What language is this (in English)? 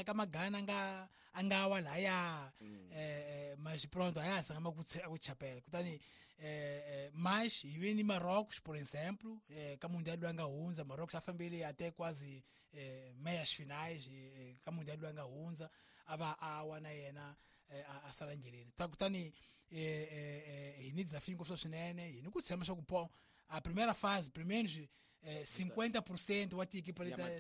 Tsonga